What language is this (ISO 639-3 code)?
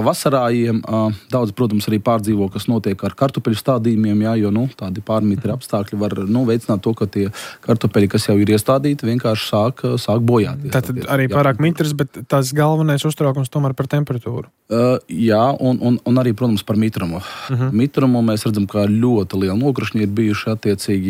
lav